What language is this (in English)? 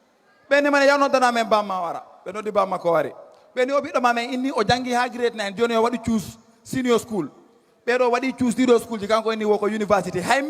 Fula